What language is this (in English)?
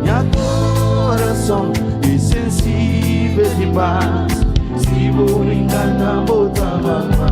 Kabuverdianu